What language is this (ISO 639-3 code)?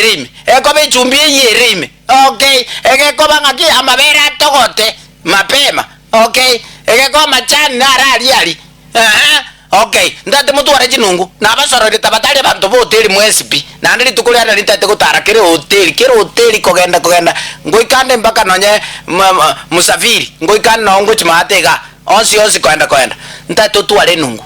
guz